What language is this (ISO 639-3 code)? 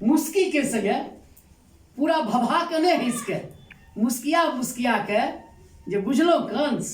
mai